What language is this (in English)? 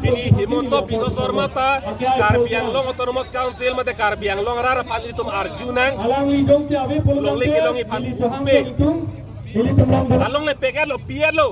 Karbi